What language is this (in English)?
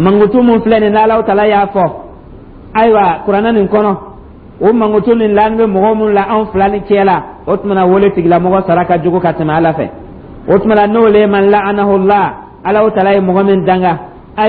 Dyula